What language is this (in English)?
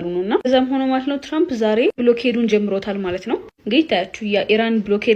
Amharic